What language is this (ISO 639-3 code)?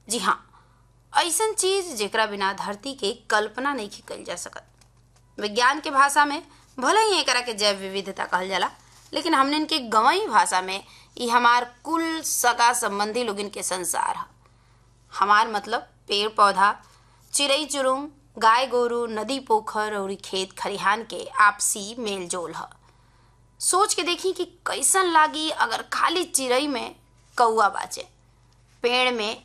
bho